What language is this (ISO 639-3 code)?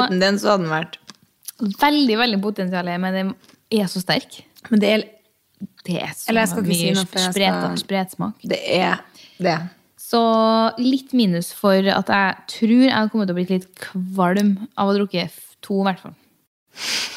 nor